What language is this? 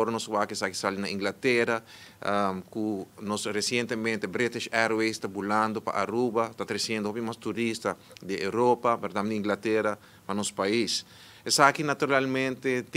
Papiamento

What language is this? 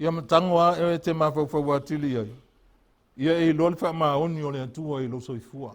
Samoan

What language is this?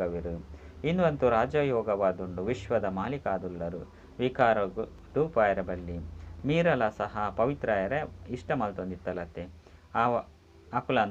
Tulu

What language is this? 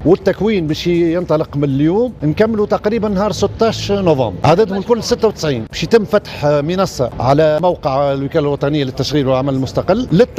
Tunisian Arabic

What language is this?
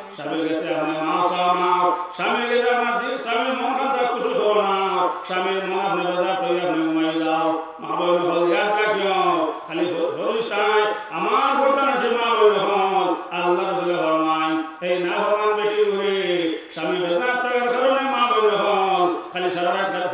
Sylheti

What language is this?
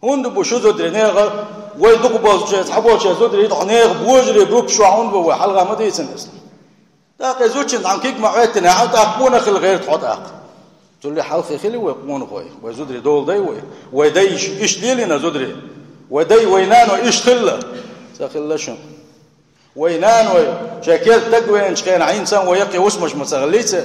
Chechen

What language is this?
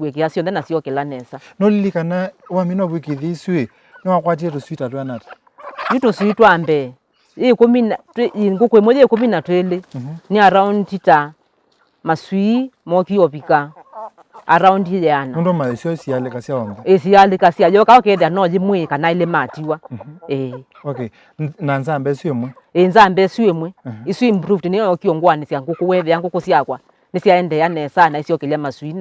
Kamba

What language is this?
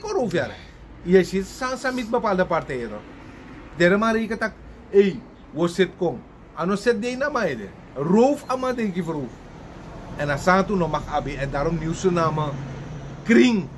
Sranan Tongo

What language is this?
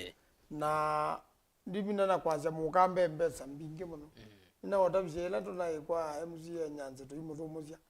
Kamba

